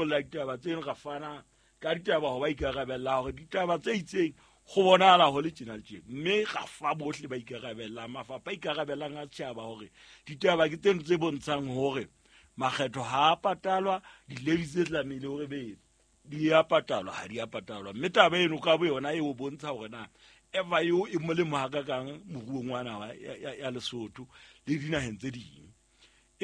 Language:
Southern Sotho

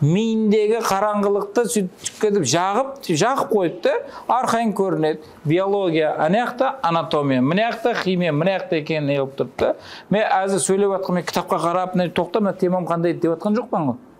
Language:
Kara-Kalpak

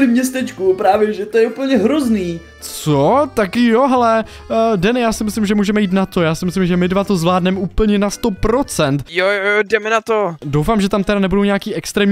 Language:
Czech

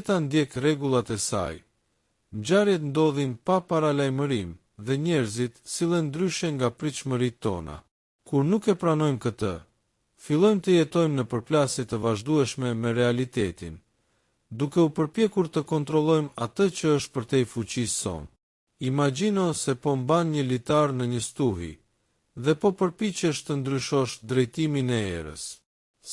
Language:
Albanian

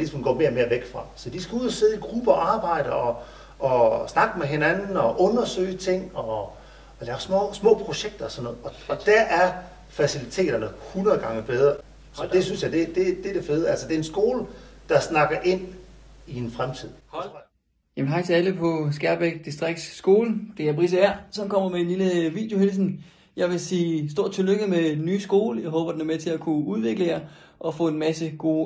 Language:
Danish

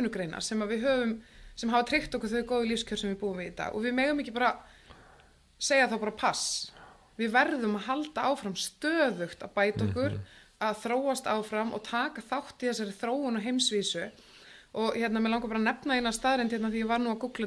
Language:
Icelandic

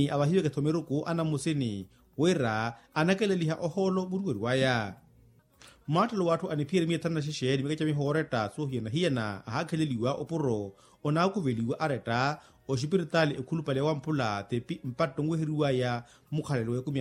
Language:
Makhuwa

